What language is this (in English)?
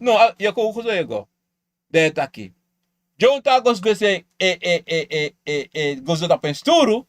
Sranan Tongo